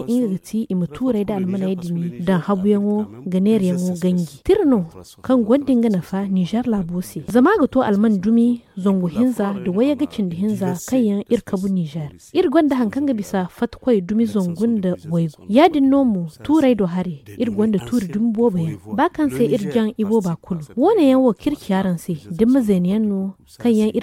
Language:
Zarma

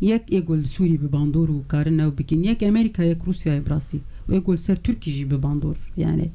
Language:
Kurdish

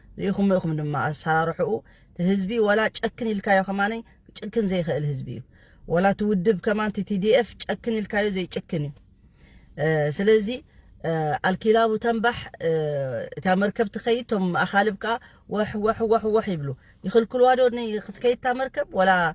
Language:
Tigrinya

